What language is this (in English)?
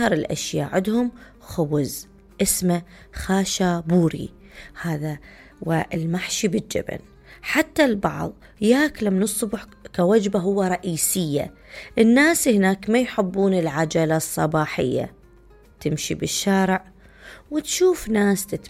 Mesopotamian Arabic